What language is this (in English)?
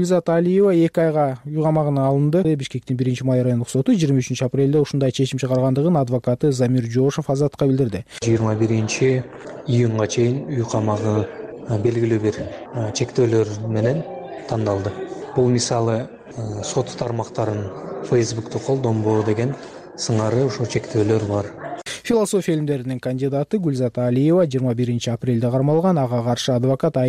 Kyrgyz